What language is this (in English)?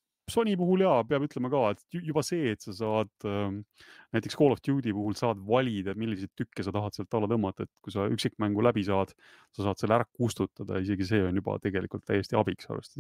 Estonian